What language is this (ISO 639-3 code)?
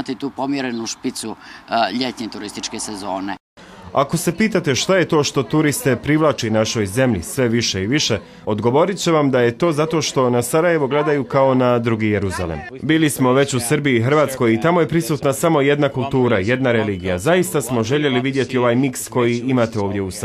bos